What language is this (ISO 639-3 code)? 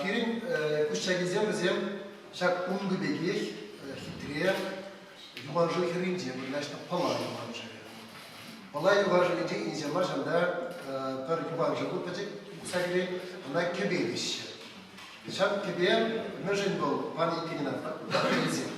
chv